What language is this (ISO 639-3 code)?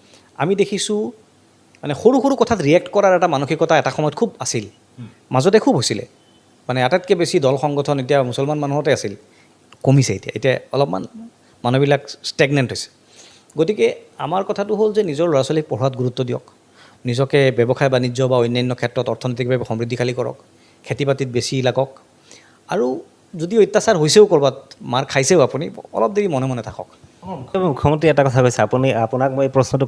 asm